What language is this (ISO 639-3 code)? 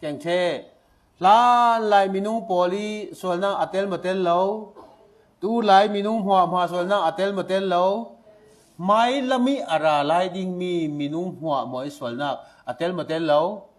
cfm